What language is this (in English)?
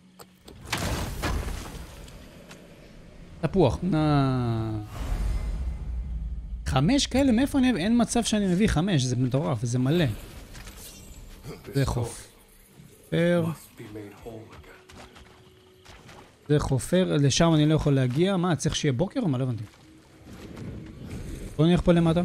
Hebrew